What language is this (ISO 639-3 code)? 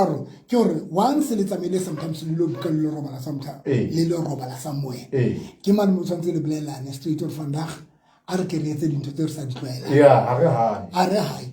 sot